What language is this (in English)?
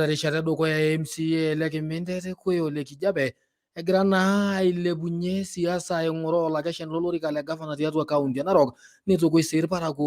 Masai